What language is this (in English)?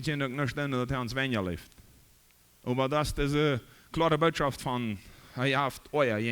Plautdietsch